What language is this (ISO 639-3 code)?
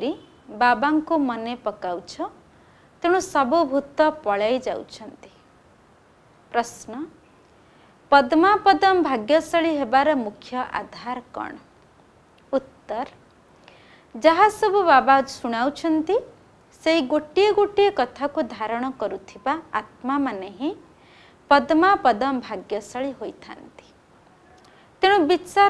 ori